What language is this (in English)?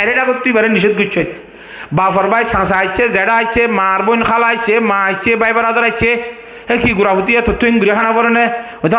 Rohingya